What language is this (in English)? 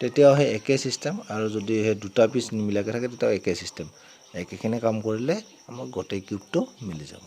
Assamese